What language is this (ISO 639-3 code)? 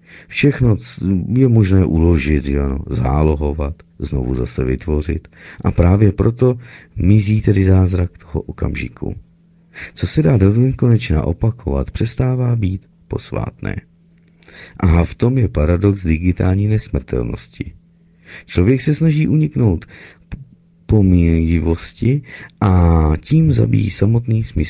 ces